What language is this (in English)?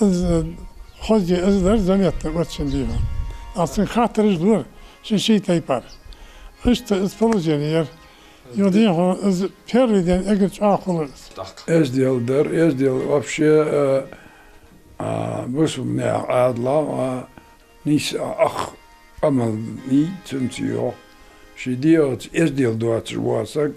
Ingush